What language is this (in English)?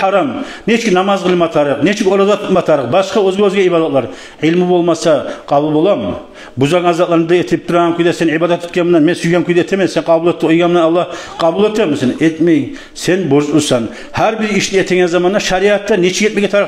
Kumyk